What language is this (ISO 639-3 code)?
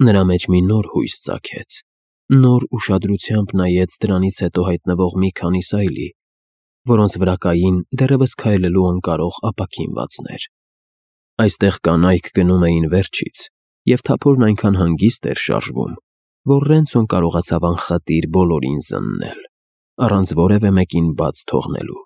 hye